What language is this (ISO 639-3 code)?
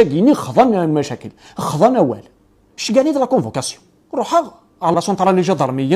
kab